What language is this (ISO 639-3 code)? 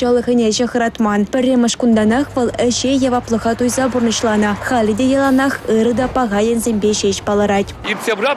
chv